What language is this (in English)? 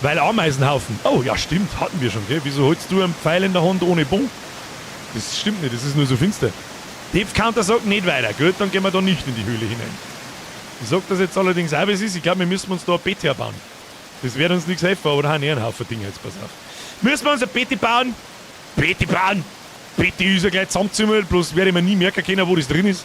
Bavarian